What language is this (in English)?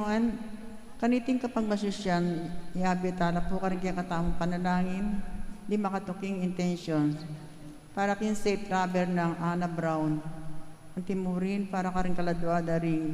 Pampanga